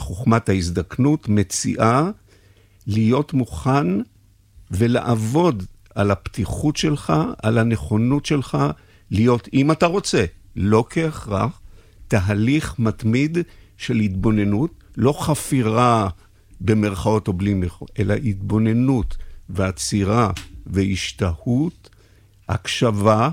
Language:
Hebrew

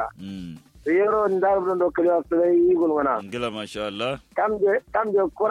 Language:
Kanuri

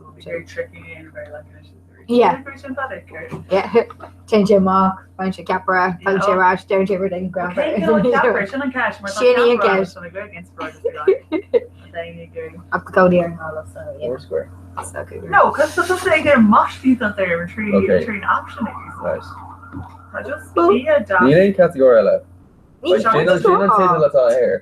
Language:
Irish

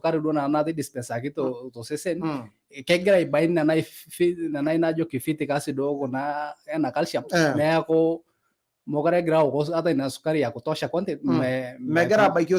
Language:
Masai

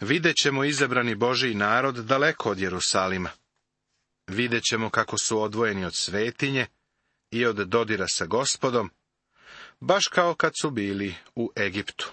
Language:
Serbian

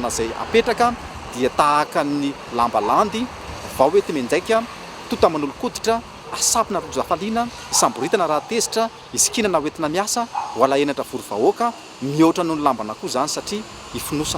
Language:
Malagasy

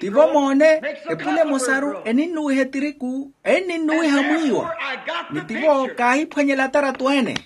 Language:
Makhuwa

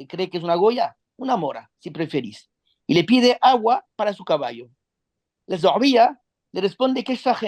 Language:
Ladino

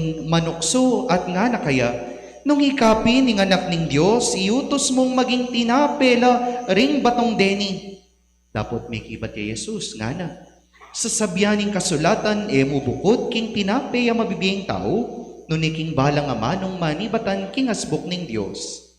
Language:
Pampanga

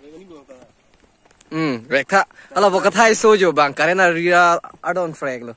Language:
Karbi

